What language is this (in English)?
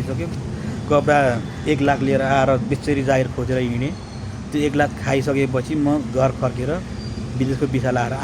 Nepali